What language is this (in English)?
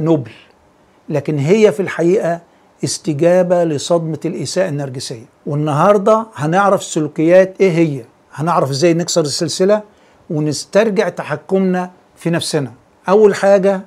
Egyptian Arabic